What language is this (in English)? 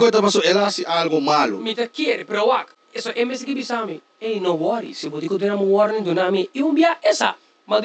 Papiamento